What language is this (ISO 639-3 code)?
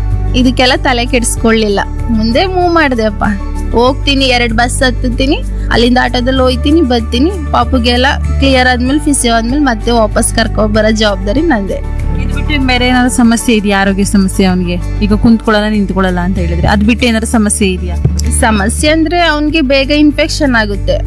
kan